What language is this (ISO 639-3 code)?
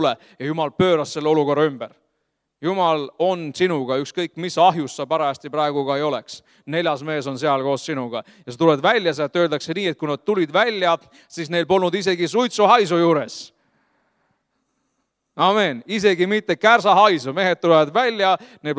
est